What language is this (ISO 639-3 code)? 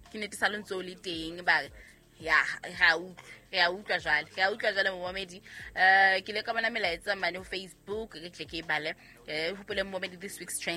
sot